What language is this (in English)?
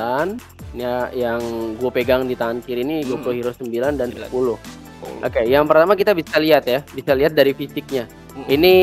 Indonesian